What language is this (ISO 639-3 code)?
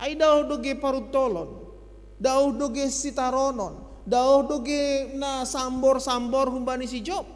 bts